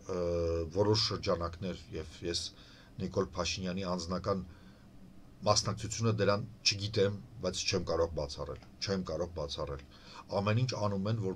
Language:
Armenian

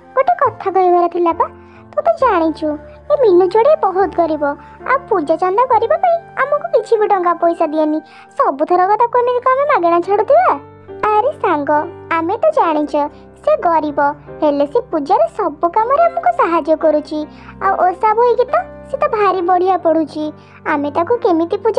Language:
Odia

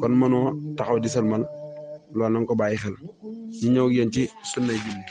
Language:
Wolof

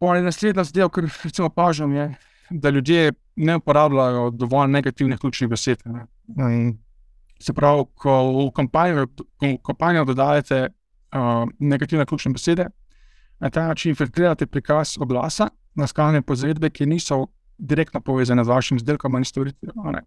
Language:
Slovenian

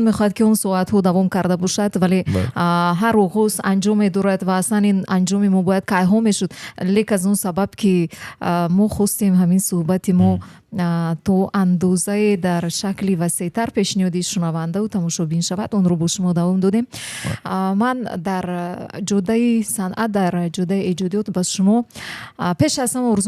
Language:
Tajik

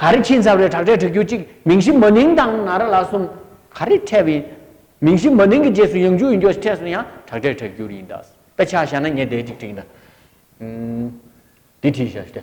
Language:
Tibetan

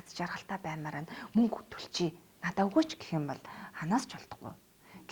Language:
Mongolian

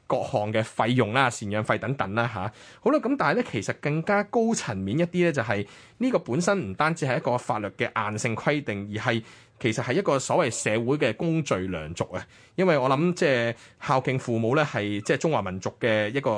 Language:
Cantonese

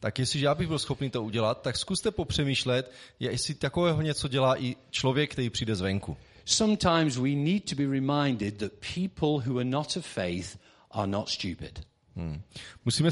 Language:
Czech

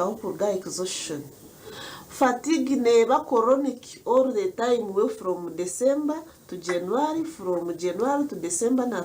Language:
Nyankole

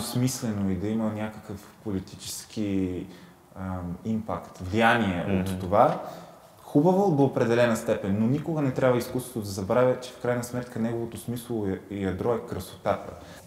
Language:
Bulgarian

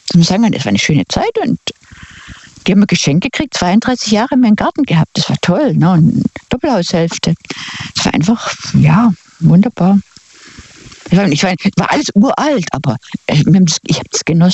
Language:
German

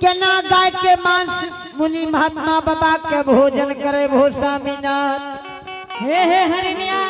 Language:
Angika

